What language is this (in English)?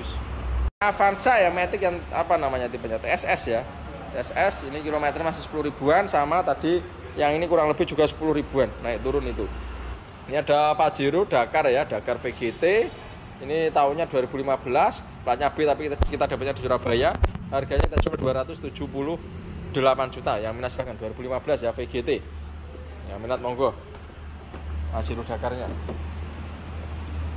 Indonesian